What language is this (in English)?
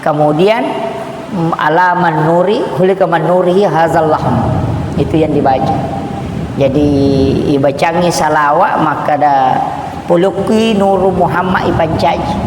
Buginese